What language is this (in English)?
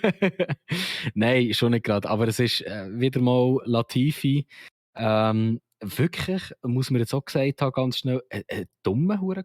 Swiss German